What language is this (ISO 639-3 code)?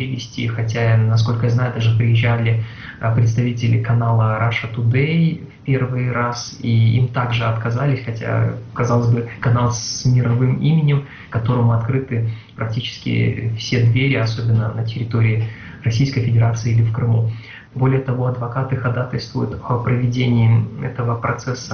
rus